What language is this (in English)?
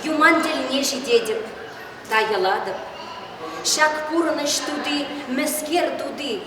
Chuvash